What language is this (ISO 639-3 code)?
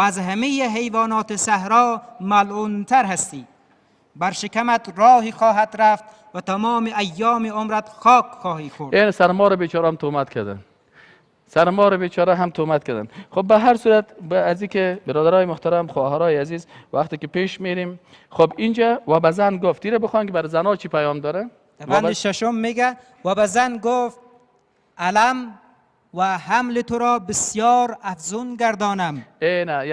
fas